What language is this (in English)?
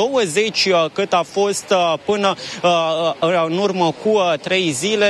Romanian